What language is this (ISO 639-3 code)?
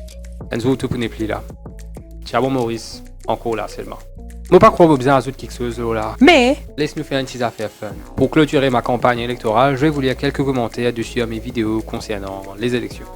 mfe